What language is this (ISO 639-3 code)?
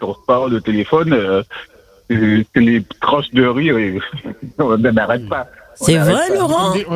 fra